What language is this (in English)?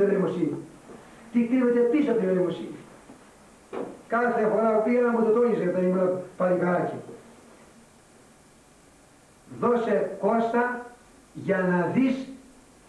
Greek